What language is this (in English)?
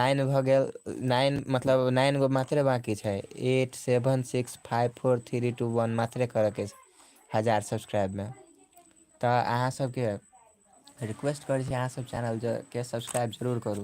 Maithili